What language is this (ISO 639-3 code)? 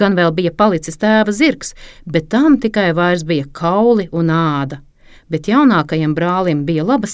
lav